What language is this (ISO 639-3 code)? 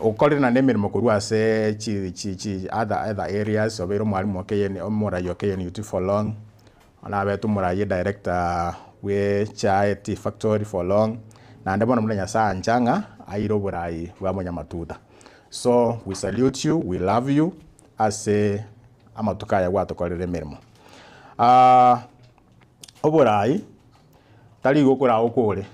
guz